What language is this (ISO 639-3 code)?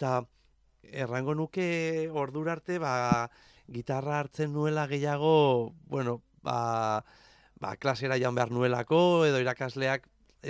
eus